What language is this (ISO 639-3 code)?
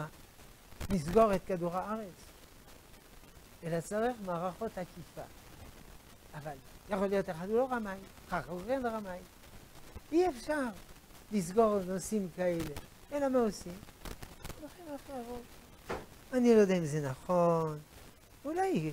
heb